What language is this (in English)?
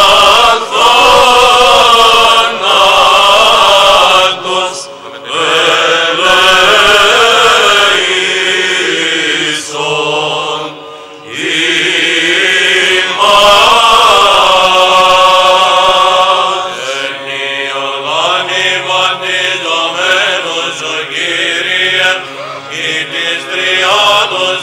Greek